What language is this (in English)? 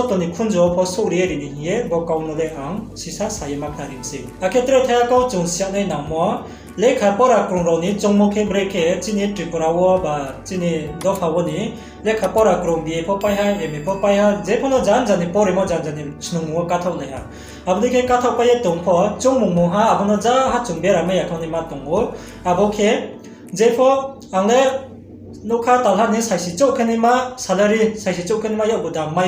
Riang (India)